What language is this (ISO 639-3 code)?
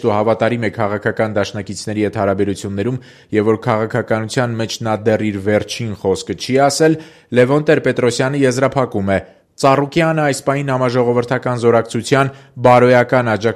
hye